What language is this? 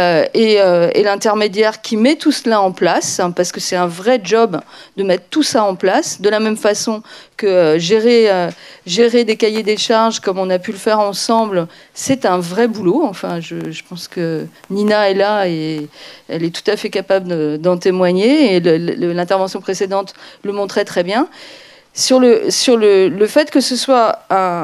French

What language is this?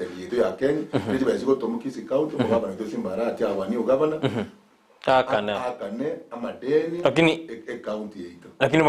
Gusii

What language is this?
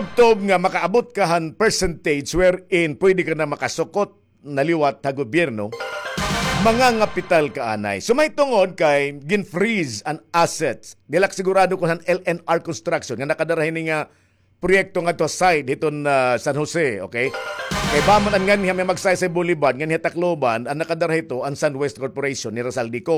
Waray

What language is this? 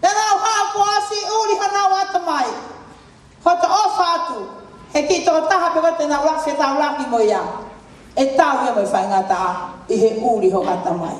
Tongan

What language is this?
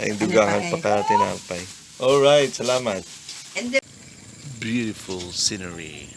Hiligaynon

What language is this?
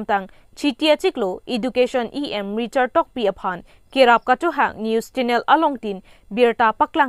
Karbi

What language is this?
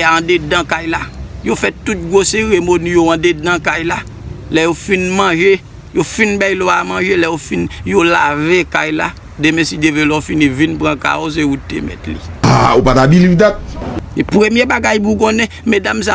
Haitian Creole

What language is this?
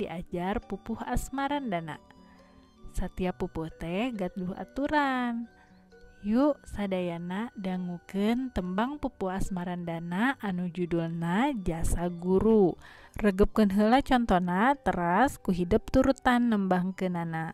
Sundanese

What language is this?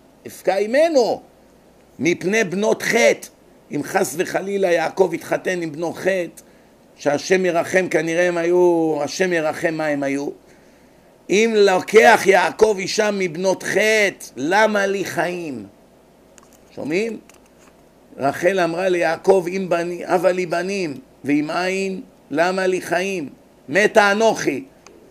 Hebrew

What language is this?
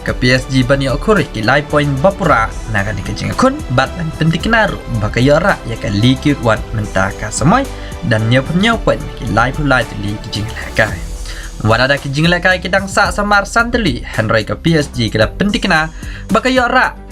Khasi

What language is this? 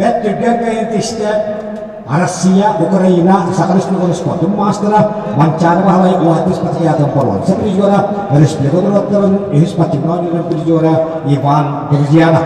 Yakut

